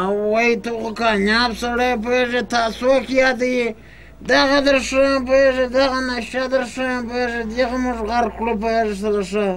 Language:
Pashto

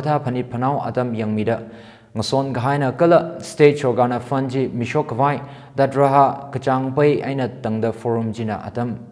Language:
Tangkhul Naga (India)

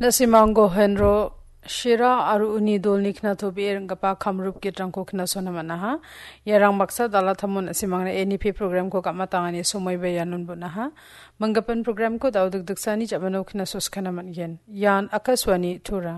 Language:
Garo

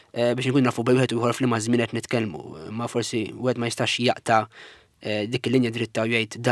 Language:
Maltese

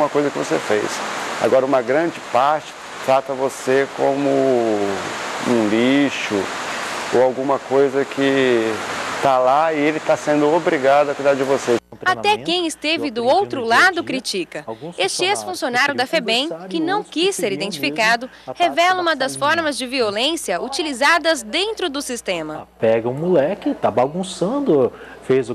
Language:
Portuguese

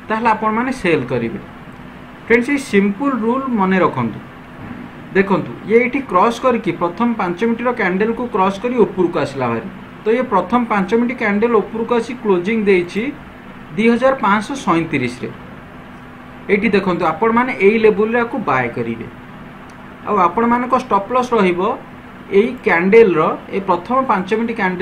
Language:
Odia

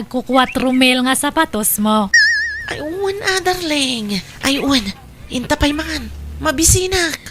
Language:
Iloko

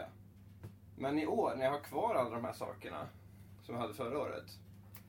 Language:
Swedish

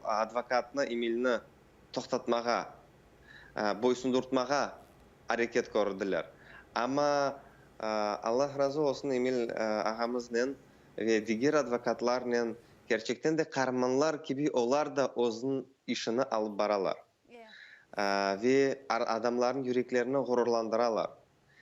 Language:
Crimean Tatar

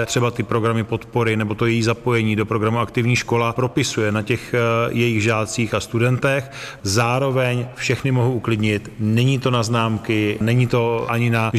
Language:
Czech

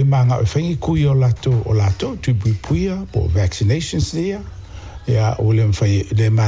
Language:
Samoan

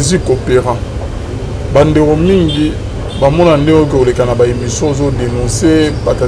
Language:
Lingala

